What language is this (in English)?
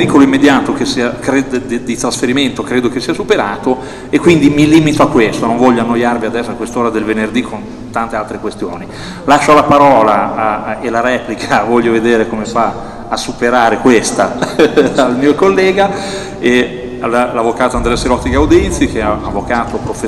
Italian